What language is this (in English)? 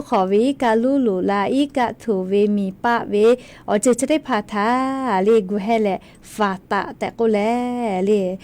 Lahu